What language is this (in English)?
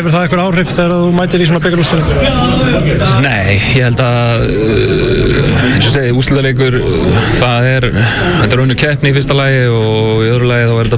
Icelandic